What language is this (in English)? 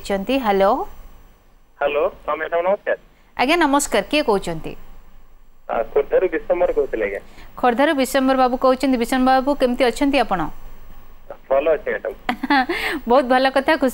Odia